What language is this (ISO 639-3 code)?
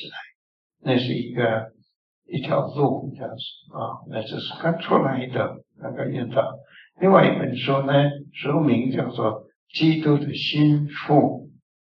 zho